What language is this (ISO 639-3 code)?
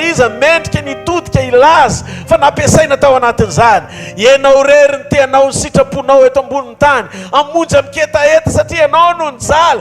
mlg